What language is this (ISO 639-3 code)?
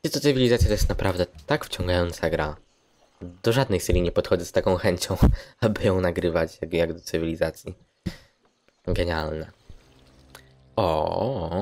pol